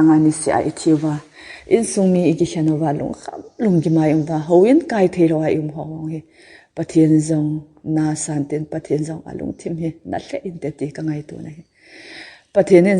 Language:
Thado Chin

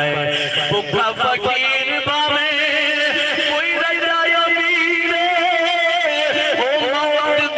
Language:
Saraiki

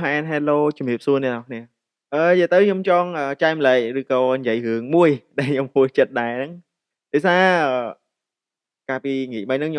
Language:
Khmer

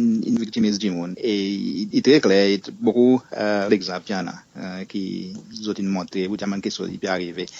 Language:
Seselwa Creole French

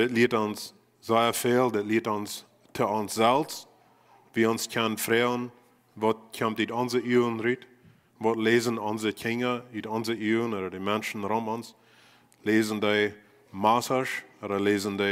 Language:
Plautdietsch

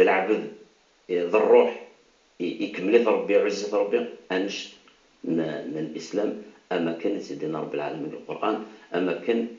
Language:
Kabyle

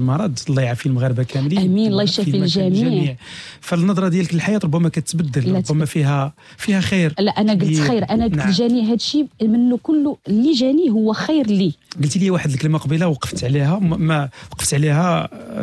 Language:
Moroccan Arabic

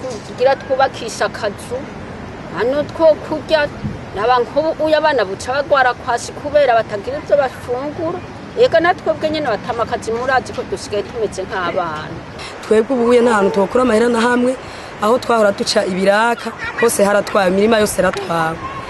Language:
Rundi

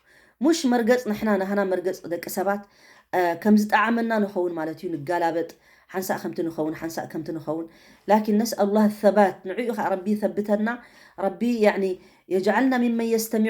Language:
Tigrinya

